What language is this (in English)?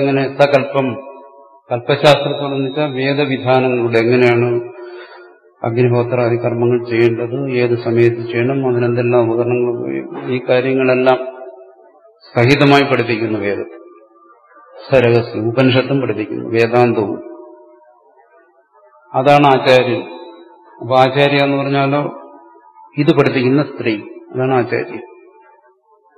Malayalam